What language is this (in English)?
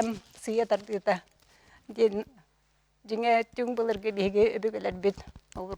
Yakut